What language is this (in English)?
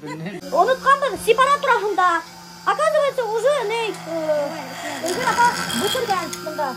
Bashkir